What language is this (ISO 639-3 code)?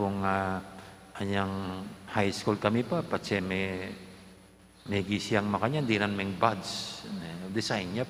pam